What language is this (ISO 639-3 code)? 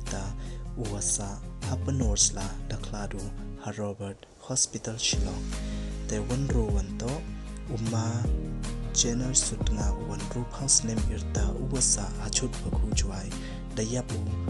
pbv